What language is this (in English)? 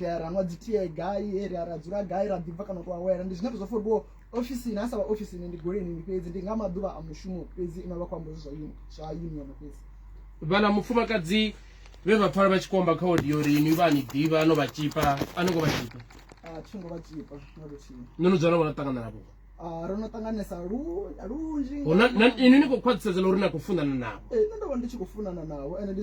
Venda